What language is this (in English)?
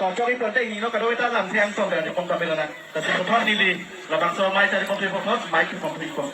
Karbi